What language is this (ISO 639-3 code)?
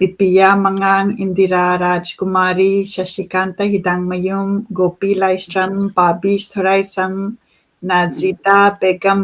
mni